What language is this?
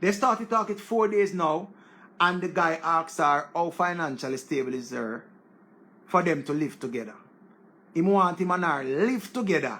Jamaican Creole English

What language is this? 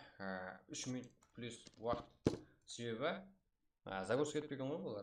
Kara-Kalpak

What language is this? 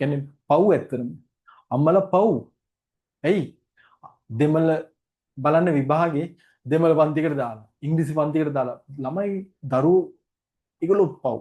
Sinhala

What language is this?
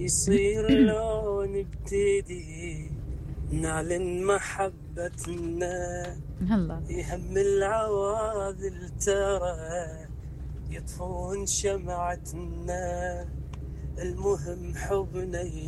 Mesopotamian Arabic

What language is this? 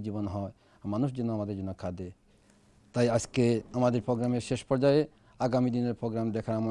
Bangla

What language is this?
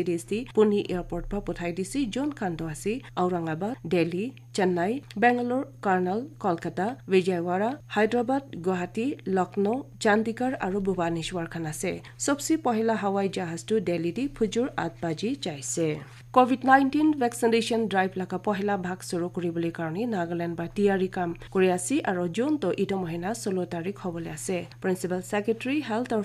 Naga Pidgin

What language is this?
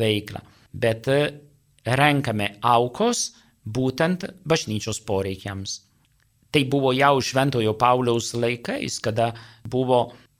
Lithuanian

